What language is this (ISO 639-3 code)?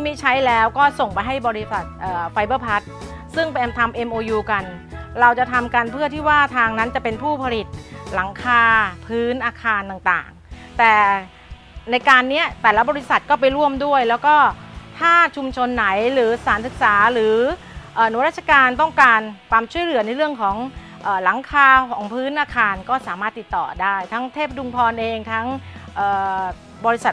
tha